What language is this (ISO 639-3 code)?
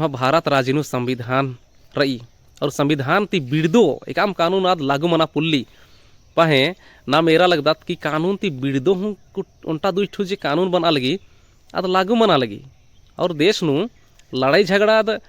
kru